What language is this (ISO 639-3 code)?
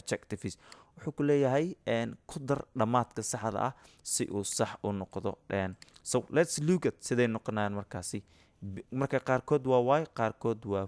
som